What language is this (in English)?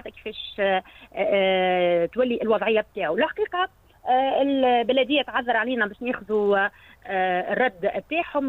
Tunisian Arabic